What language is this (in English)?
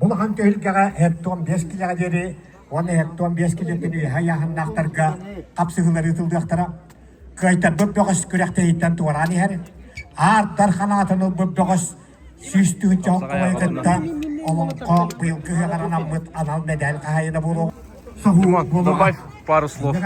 Yakut